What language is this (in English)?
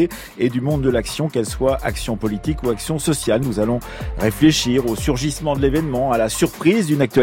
French